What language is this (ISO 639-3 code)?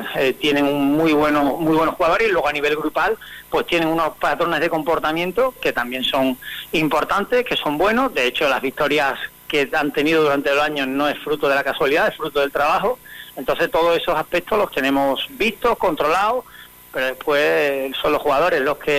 spa